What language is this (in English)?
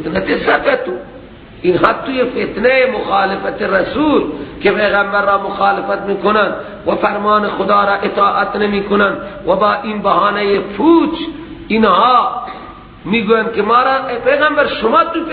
Persian